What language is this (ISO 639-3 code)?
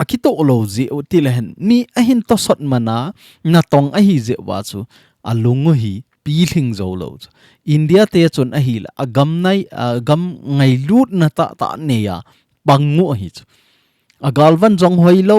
tcz